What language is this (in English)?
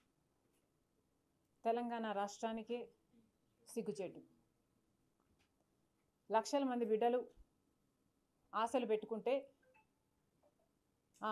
Telugu